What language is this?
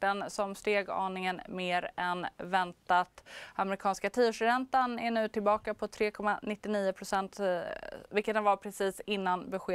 Swedish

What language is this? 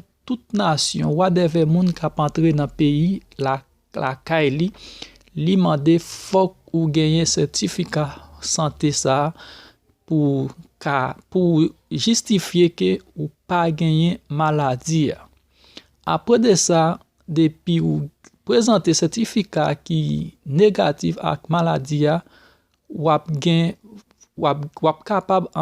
Haitian Creole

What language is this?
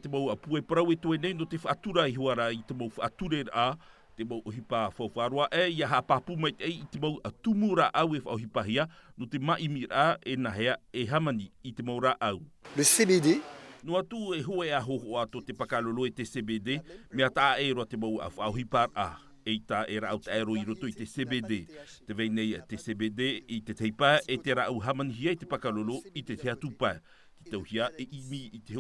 Tahitian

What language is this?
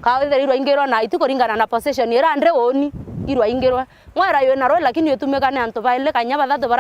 Meru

